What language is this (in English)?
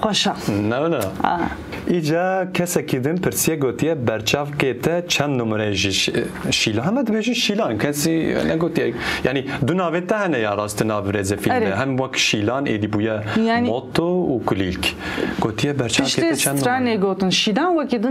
Kurdish